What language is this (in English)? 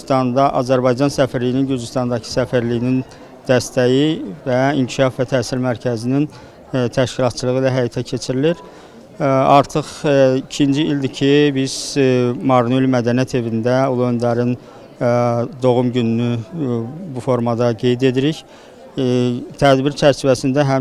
Azerbaijani